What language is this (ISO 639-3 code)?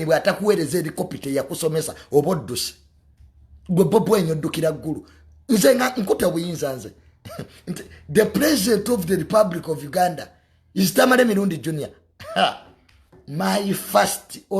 lug